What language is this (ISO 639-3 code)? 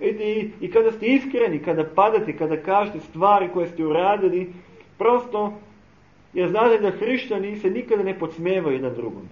srp